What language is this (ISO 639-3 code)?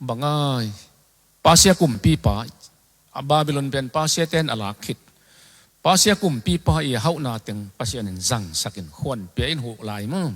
ctd